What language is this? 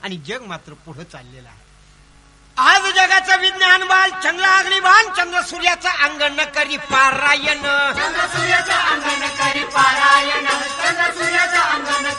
Marathi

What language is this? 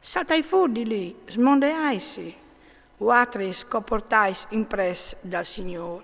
Friulian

